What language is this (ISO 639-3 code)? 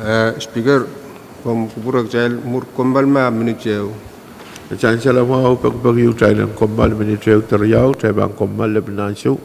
pon